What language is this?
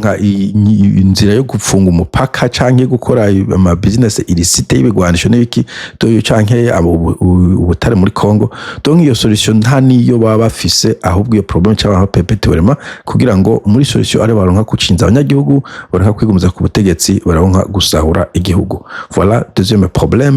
Rundi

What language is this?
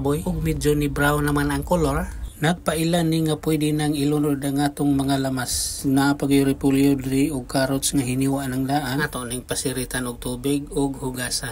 Cebuano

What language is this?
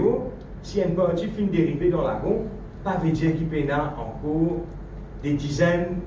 Morisyen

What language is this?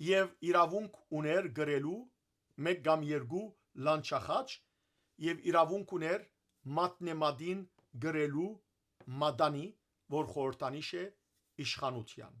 Western Armenian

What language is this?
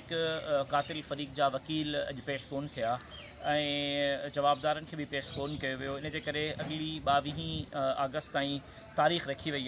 Sindhi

